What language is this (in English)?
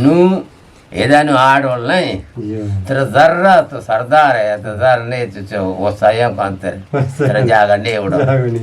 Eastern Balochi